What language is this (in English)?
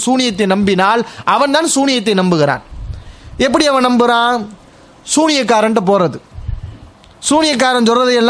Tamil